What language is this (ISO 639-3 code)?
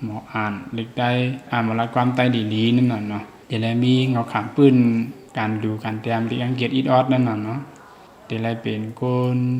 shn